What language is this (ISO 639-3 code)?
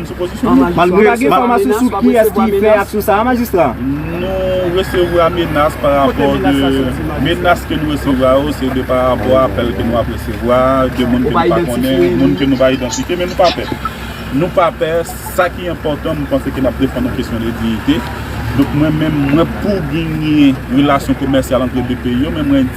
hat